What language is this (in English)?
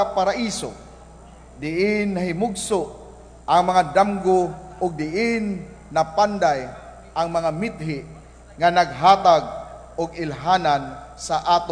Cebuano